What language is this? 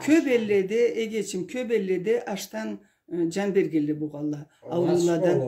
Karachay-Balkar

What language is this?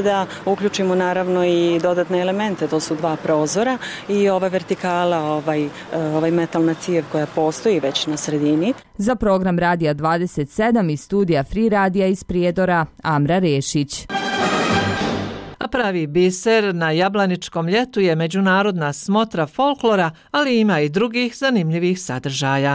Bosnian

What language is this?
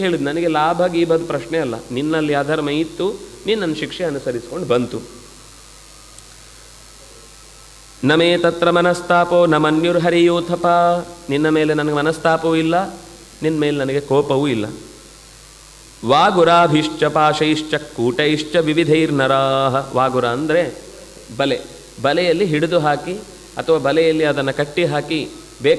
Kannada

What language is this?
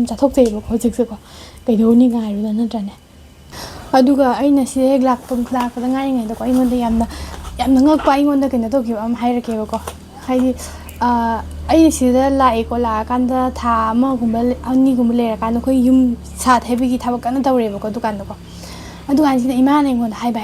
Manipuri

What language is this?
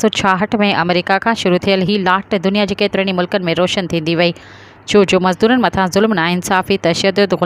Sindhi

